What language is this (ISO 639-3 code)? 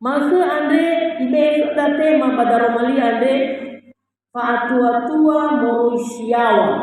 nia